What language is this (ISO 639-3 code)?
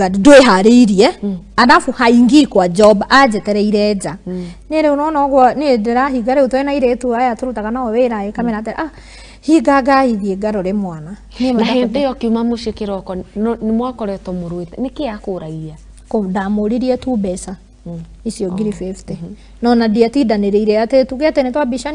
kik